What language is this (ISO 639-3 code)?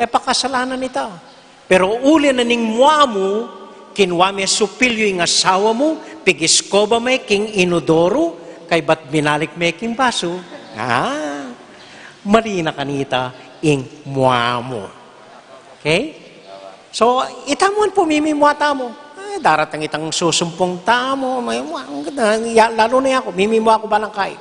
pam